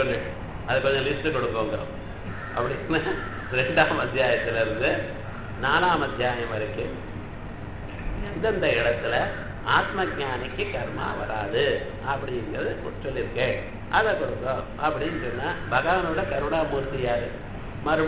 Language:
Tamil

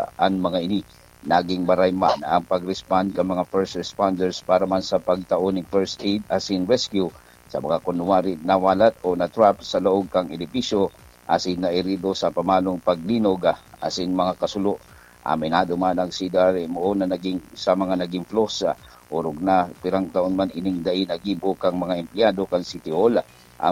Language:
Bikol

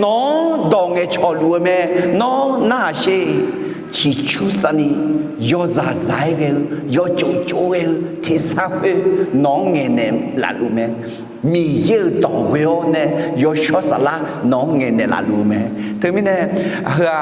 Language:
Akha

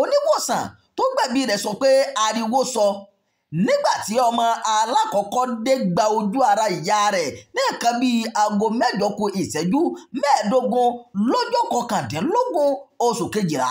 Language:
Yoruba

